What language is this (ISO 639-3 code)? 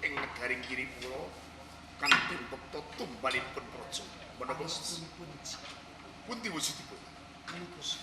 jav